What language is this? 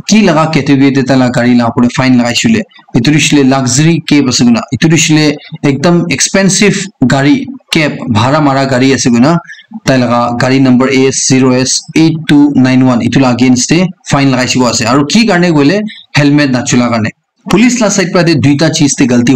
Naga Pidgin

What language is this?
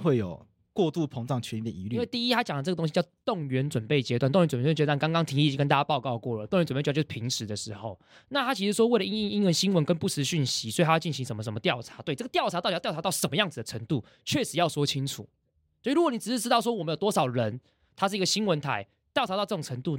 Chinese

